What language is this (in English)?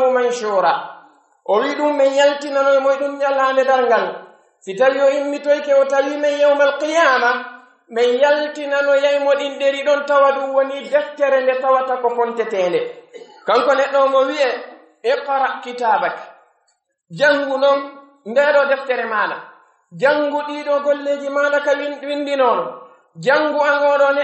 Pular